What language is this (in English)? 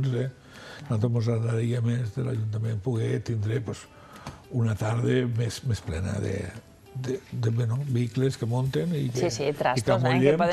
Catalan